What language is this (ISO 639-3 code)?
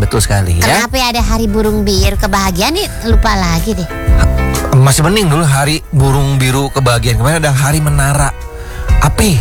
ind